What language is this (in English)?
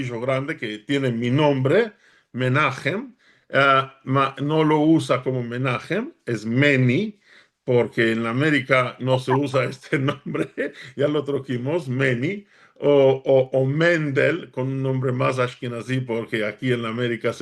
Ladino